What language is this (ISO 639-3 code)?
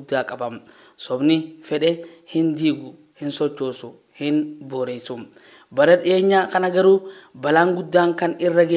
orm